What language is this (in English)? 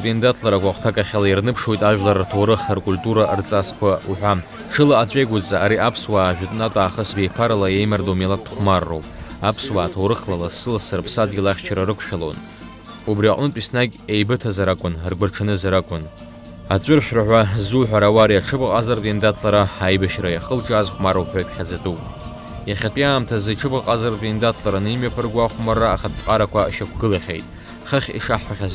Abkhazian